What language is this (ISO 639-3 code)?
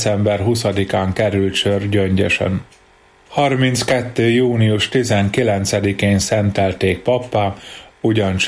hun